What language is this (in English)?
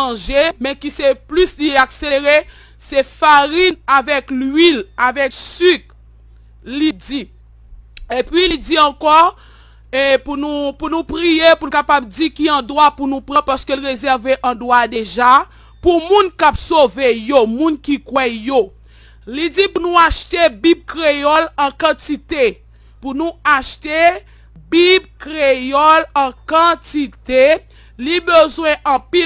Haitian Creole